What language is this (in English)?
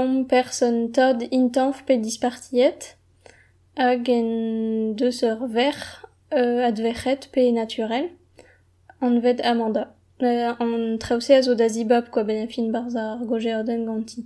Breton